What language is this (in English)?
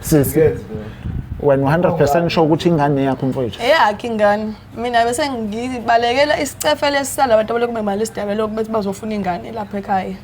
Zulu